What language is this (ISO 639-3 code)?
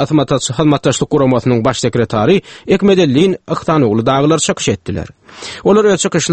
tuk